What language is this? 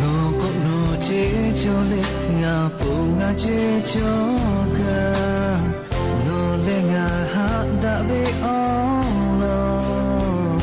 Lahu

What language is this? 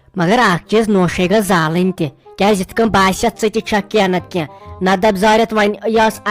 Kashmiri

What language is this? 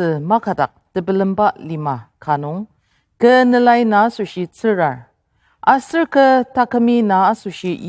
Ao Naga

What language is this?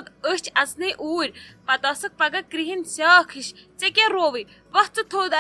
Kashmiri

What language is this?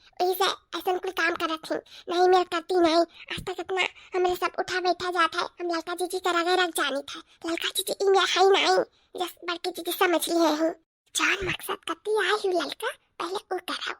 Awadhi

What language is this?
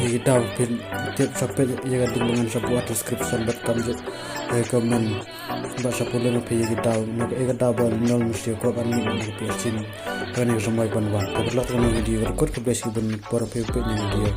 Khasi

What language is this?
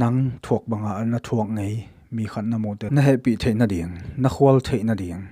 Tedim Chin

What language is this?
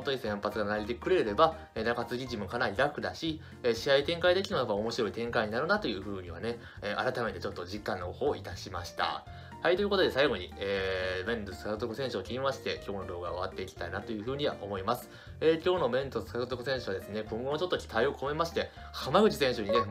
Japanese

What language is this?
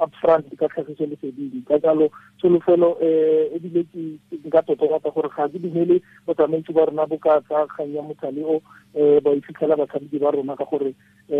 Tswana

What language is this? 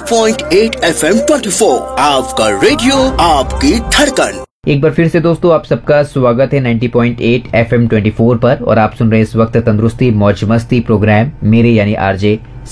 Hindi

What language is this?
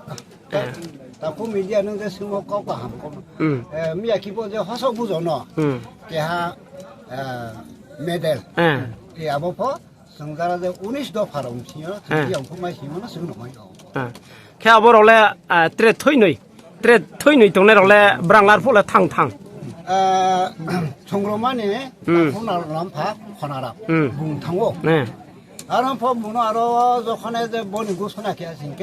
Riang (India)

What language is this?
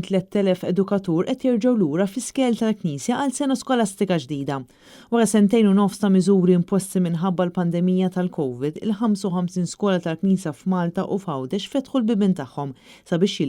Maltese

